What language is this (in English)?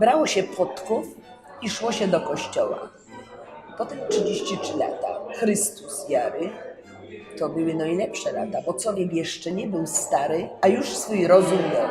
Silesian